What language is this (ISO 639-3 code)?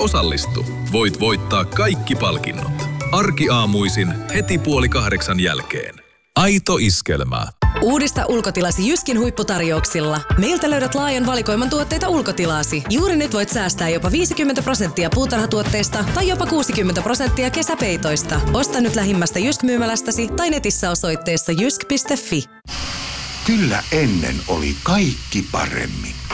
fin